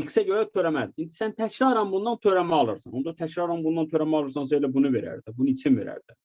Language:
Azerbaijani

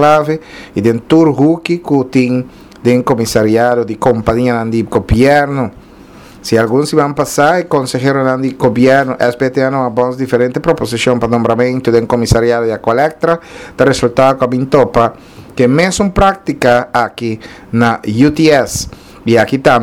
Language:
Papiamento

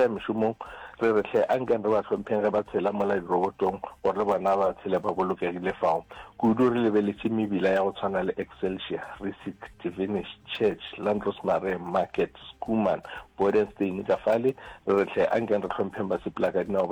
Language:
Northern Sotho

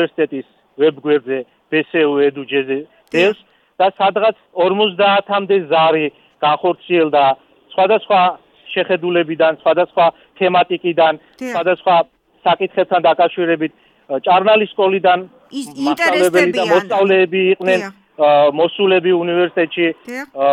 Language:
Georgian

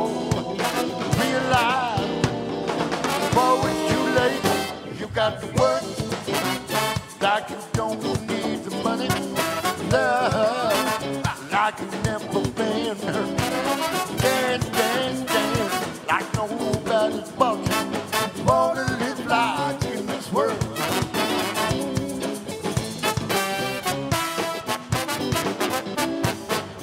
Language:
English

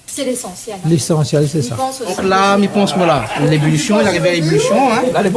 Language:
Réunion Creole French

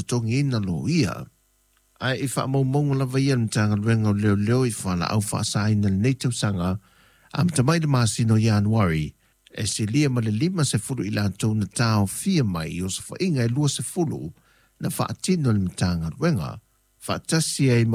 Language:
Samoan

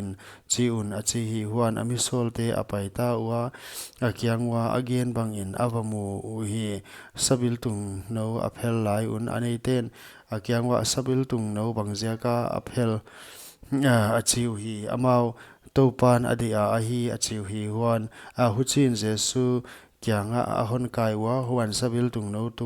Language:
Paite Chin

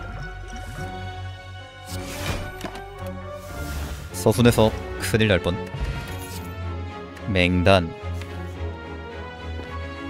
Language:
Korean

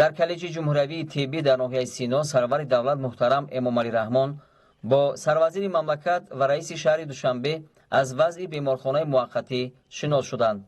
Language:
Tajik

